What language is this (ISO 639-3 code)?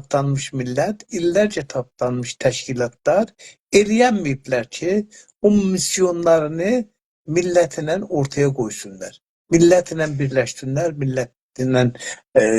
azb